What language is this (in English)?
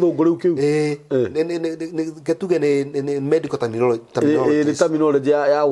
Kikuyu